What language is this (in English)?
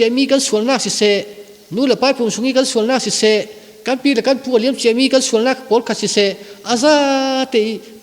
Falam Chin